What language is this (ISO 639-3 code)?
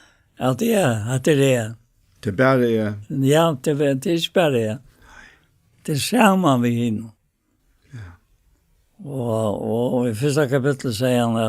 fao